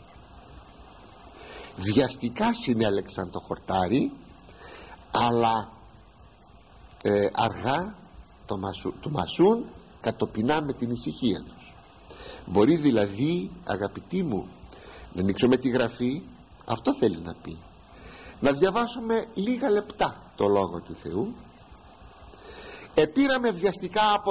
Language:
Greek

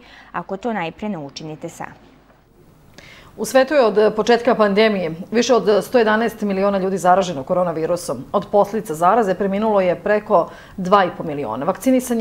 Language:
Serbian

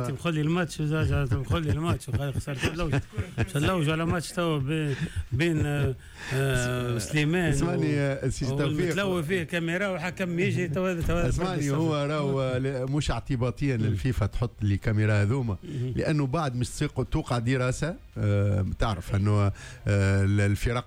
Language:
Tunisian Arabic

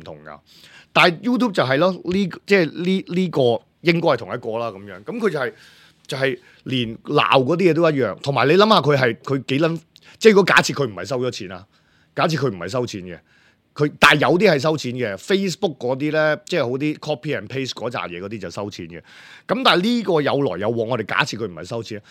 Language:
Cantonese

